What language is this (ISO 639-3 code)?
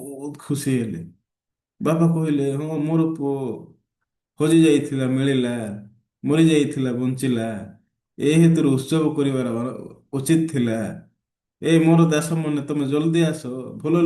ori